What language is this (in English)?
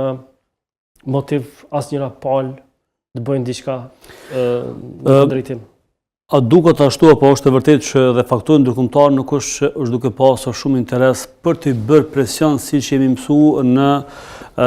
Albanian